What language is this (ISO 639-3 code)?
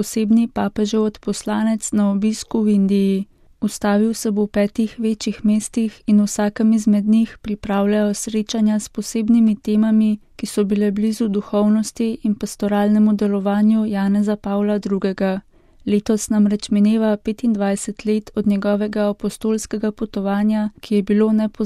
slv